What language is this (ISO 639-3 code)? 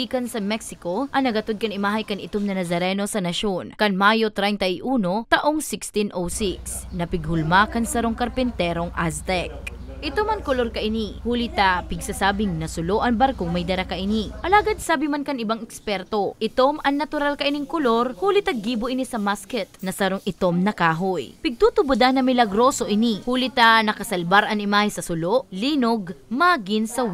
bik